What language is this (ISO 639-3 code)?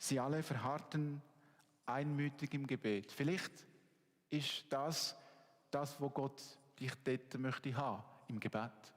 gsw